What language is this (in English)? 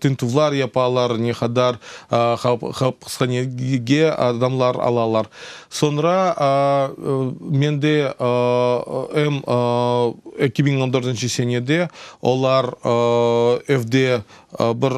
Crimean Tatar